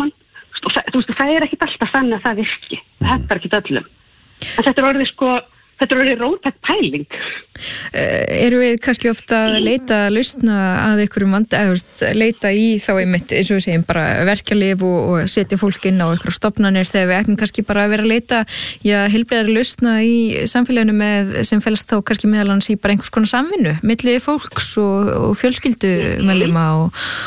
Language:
Icelandic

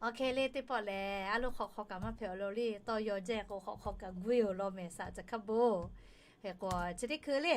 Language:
Lahu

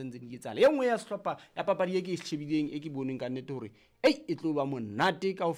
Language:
Southern Sotho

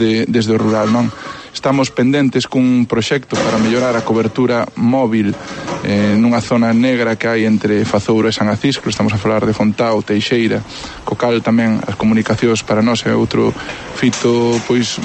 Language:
Galician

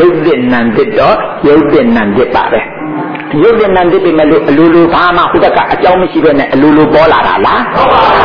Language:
Burmese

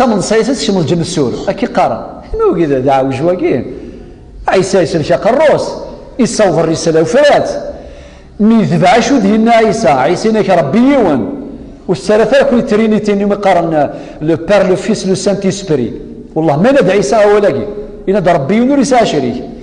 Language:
Kabyle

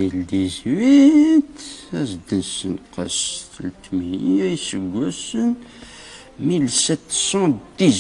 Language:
Kabyle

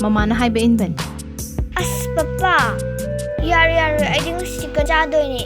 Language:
Manipuri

